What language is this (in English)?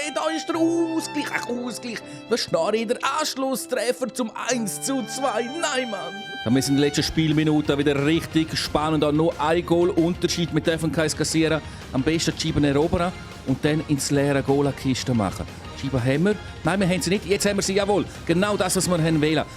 Swiss German